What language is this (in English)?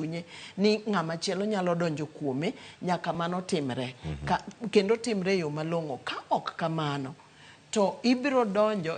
Luo (Kenya and Tanzania)